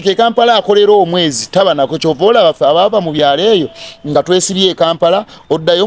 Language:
Ganda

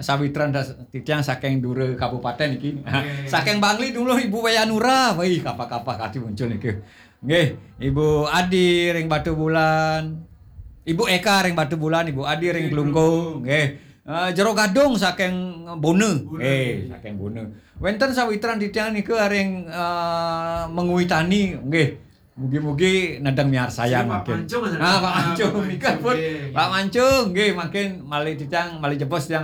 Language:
Balinese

